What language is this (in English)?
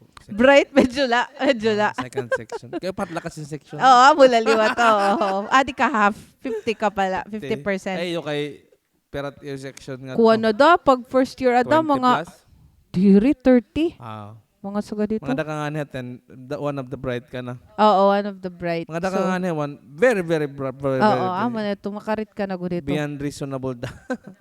Waray